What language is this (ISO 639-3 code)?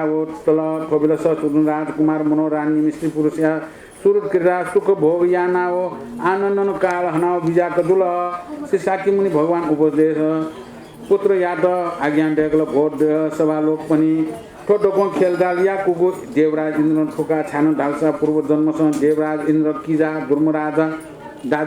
new